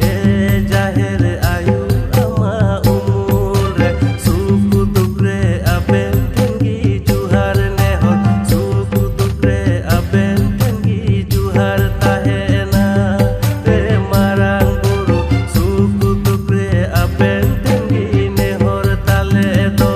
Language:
Santali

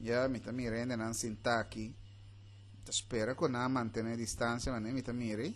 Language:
Papiamento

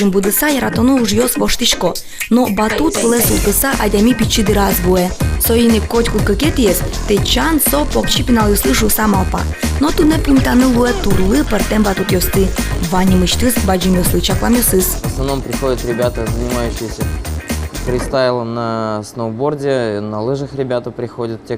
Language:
Udmurt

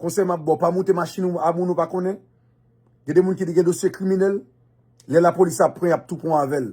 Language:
Haitian Creole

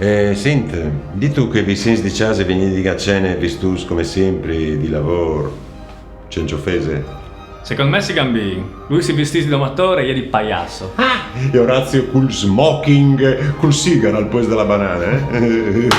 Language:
Friulian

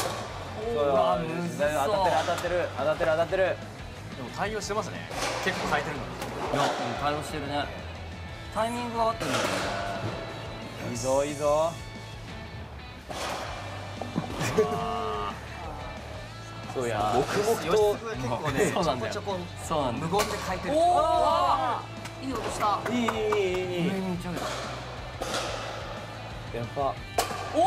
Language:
Japanese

